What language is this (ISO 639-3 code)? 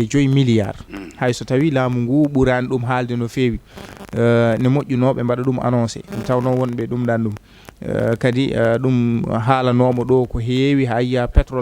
ful